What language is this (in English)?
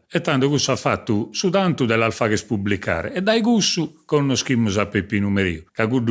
Sardinian